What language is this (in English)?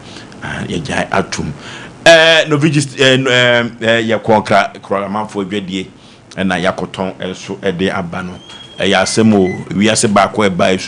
Akan